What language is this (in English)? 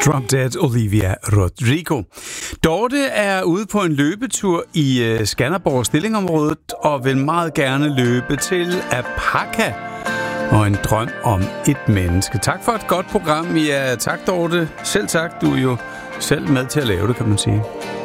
Danish